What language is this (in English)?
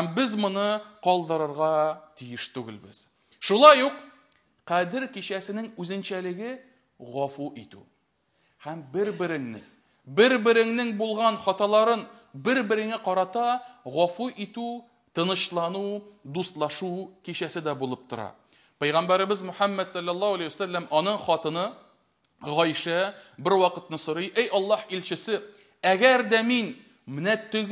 Tatar